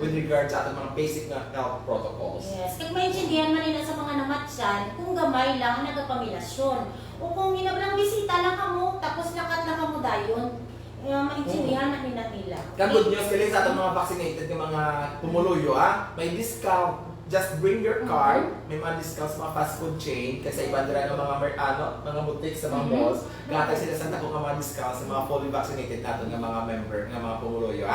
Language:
Hiligaynon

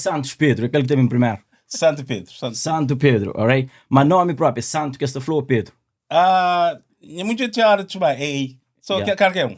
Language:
Kabuverdianu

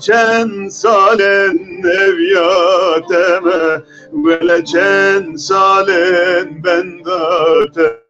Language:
Zaza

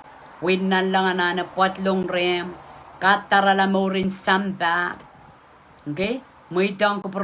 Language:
Pohnpeian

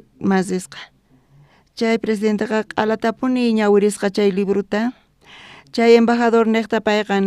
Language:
South Bolivian Quechua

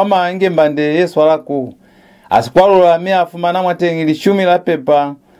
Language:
Lozi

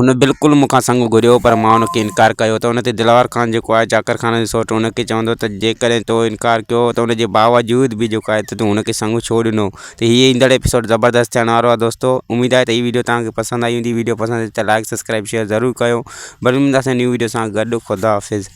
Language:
Sindhi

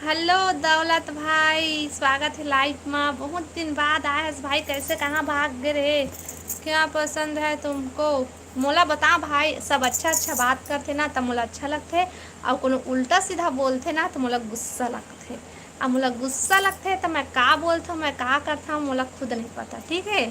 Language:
Chhattisgarhi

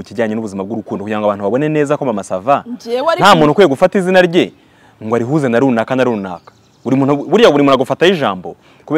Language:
Kinyarwanda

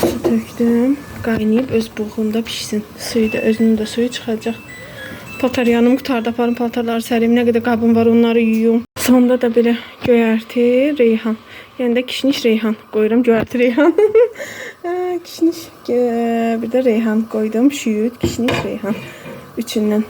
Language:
Azerbaijani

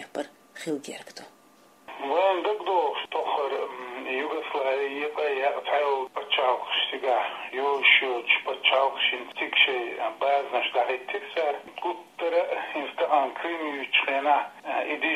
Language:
Chechen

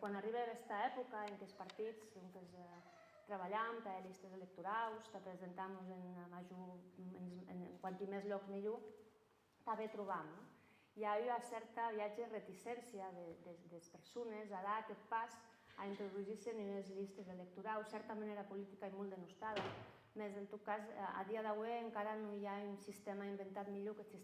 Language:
Occitan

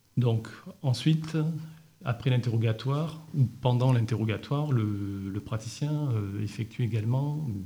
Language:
French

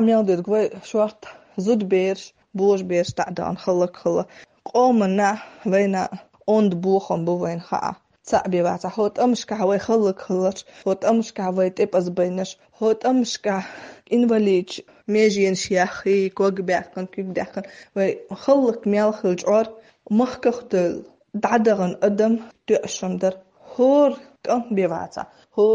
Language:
Chechen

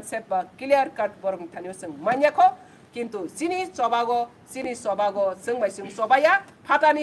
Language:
Kok Borok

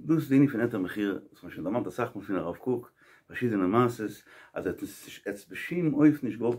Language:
Yiddish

